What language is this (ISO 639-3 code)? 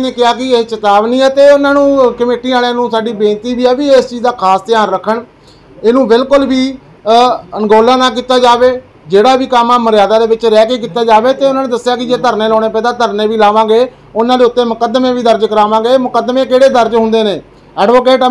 pan